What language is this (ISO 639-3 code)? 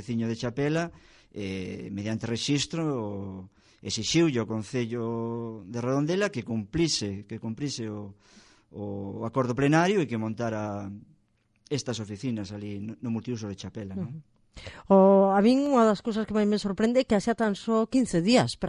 glg